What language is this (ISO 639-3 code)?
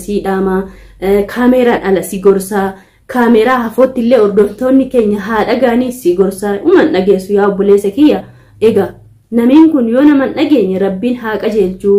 orm